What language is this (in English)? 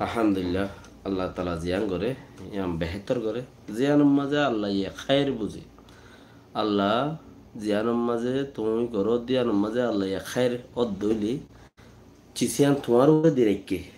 Rohingya